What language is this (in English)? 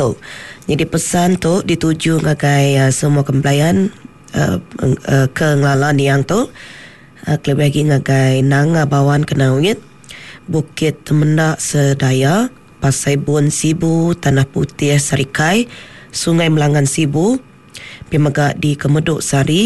Iban